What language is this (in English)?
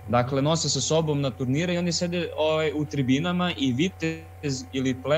Serbian